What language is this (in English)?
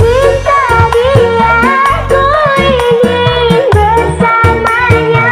Betawi